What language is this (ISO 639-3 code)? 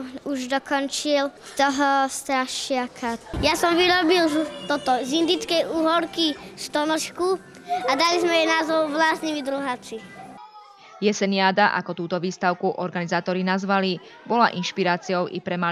slk